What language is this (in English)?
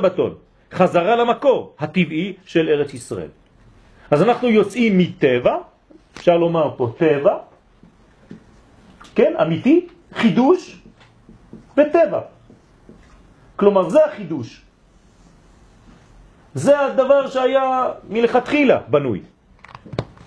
Hebrew